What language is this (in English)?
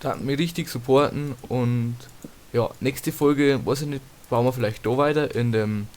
Bavarian